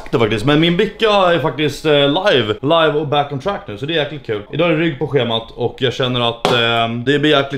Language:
Swedish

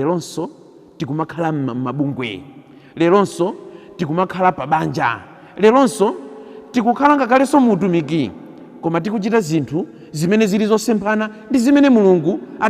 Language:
Nyanja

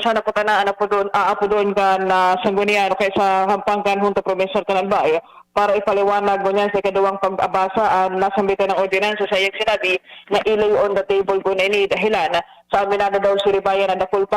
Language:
Bikol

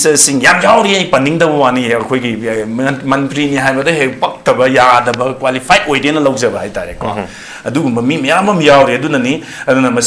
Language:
Manipuri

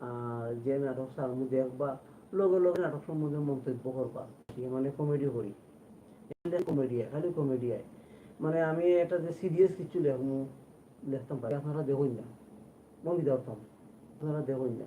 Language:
Sylheti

